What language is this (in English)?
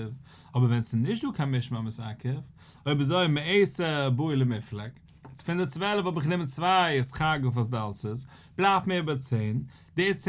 Yiddish